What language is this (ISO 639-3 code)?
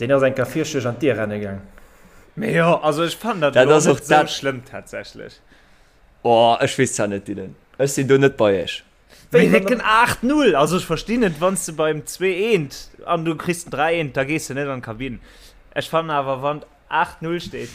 ltz